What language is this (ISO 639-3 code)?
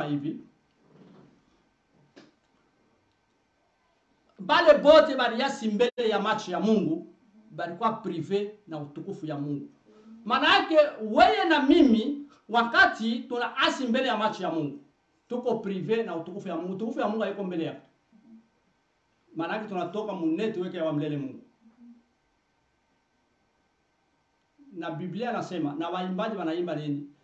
swa